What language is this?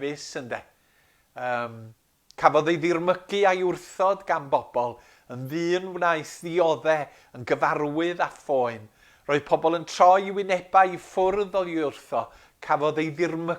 Welsh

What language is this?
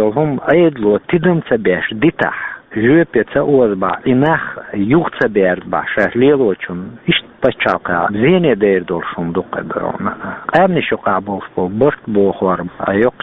Chechen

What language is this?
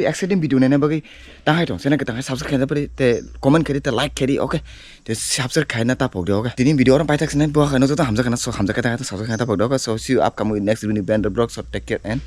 Kok Borok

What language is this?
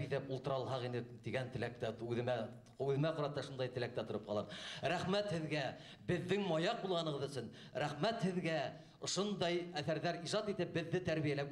Bashkir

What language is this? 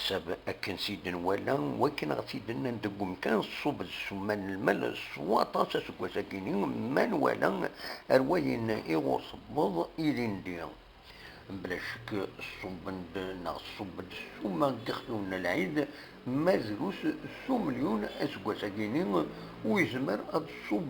Kabyle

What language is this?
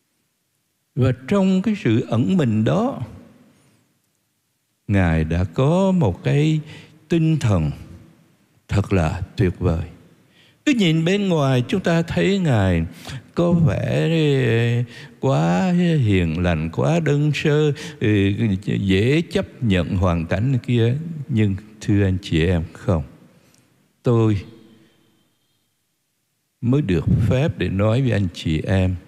Vietnamese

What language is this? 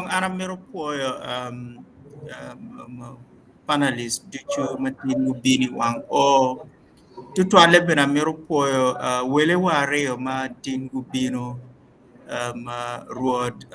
Acoli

